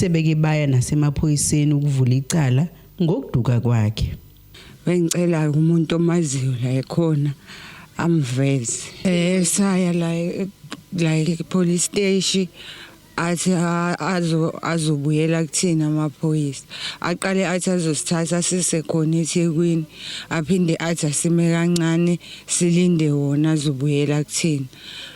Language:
Zulu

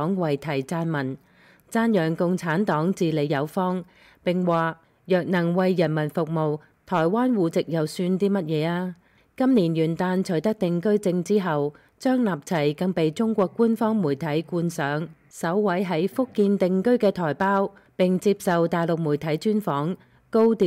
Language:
Cantonese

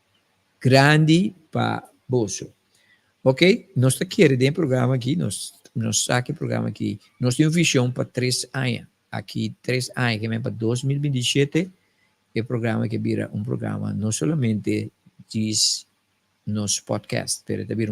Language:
Papiamento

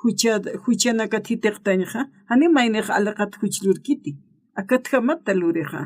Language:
Aymara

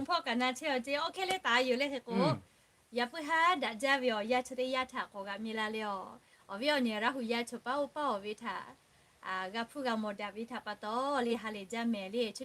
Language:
Lahu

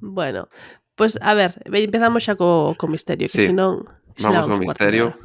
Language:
Galician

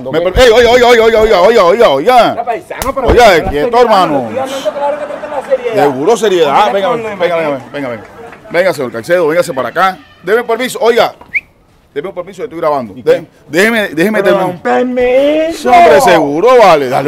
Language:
Spanish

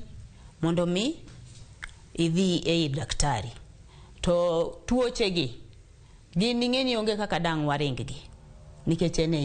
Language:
Luo (Kenya and Tanzania)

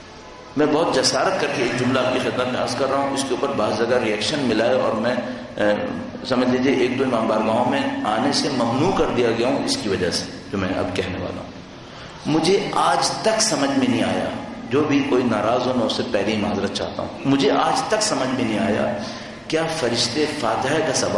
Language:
Urdu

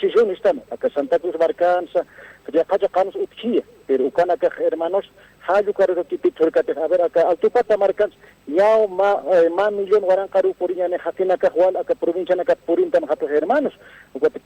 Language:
Aymara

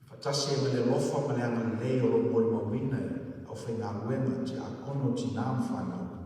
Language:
Samoan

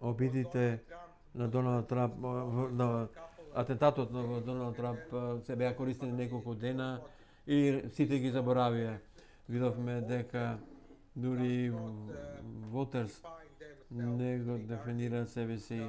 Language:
Macedonian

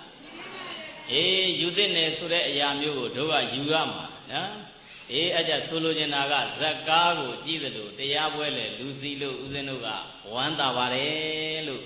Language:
Burmese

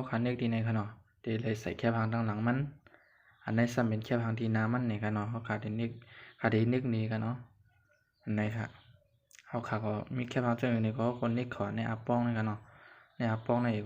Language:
Shan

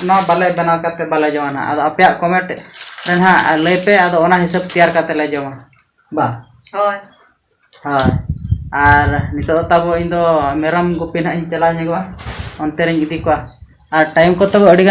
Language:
Santali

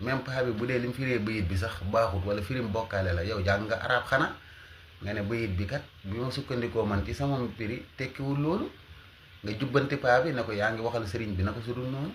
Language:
Wolof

